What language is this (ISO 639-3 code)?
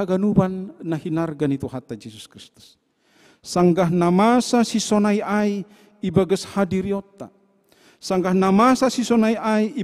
bts